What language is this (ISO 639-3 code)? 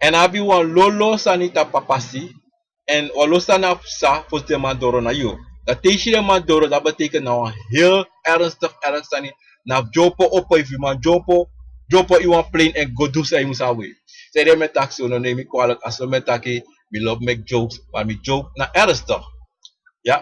srn